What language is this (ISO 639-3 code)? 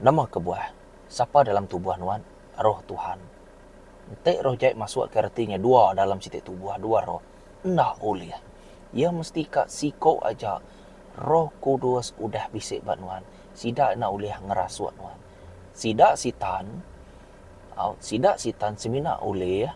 iba